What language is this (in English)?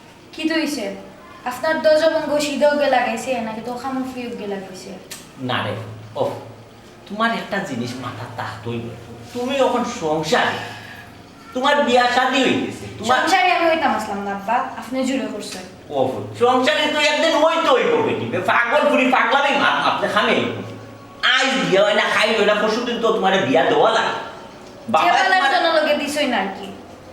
Sylheti